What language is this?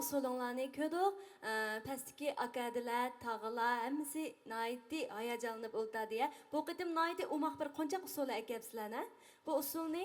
Uyghur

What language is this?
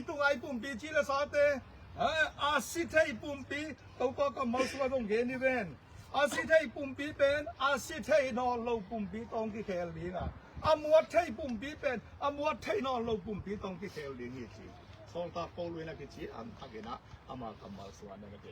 Tedim Chin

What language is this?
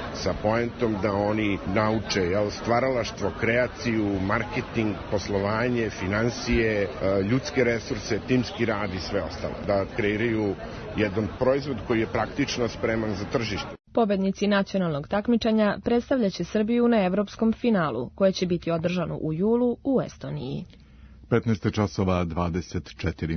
Serbian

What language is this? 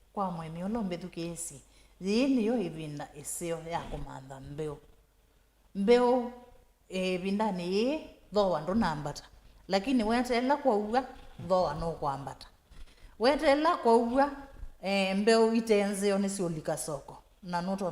Kamba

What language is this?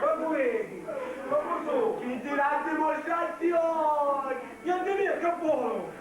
Sicilian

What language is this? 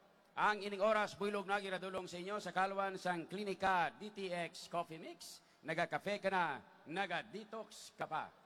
Hiligaynon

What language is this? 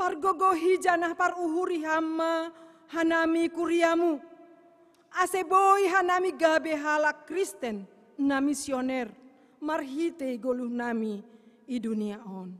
Batak Simalungun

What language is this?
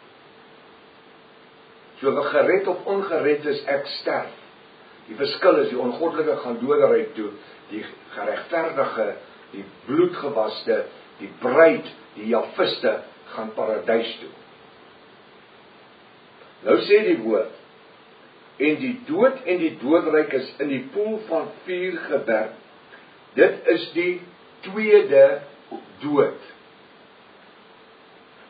Afrikaans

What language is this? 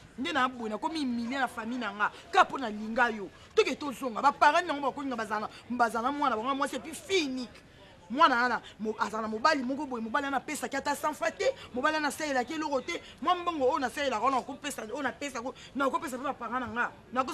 Lingala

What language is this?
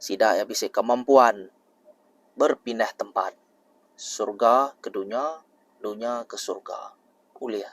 Iban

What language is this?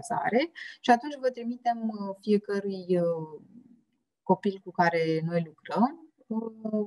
Romanian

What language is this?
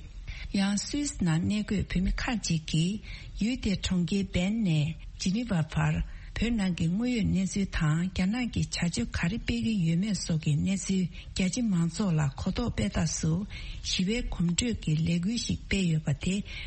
Tibetan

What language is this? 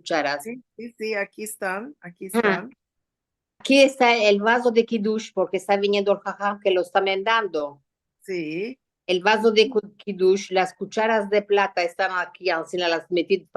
Ladino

